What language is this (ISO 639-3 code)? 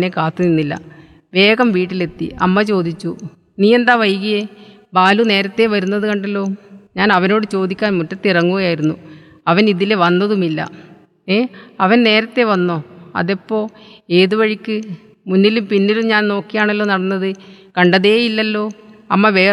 mal